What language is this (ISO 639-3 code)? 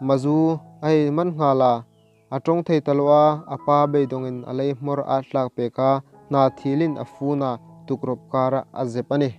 hmr